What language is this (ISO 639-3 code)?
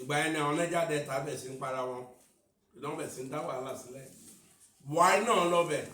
yor